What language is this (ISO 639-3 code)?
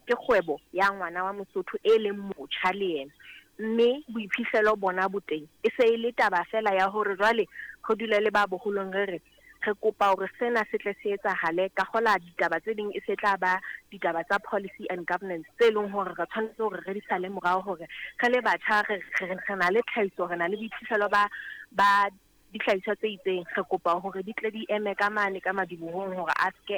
sot